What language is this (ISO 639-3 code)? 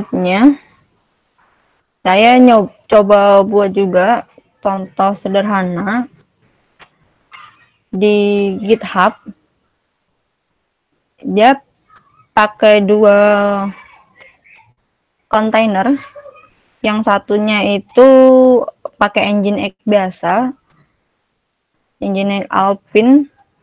ind